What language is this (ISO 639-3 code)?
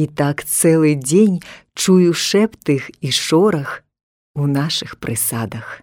bel